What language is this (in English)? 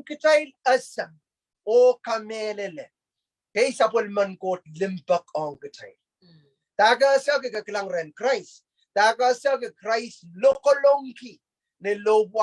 Pohnpeian